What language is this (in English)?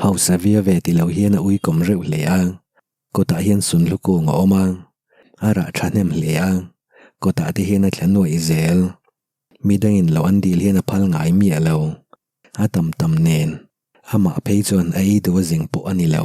Mizo